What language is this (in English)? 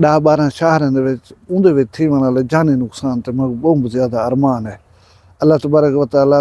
Saraiki